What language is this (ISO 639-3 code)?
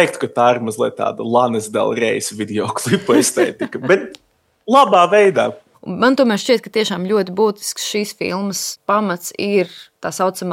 lav